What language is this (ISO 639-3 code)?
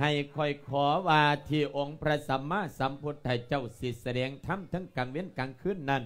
lao